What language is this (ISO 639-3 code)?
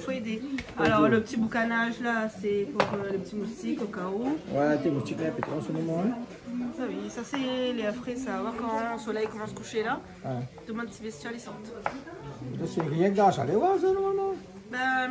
rcf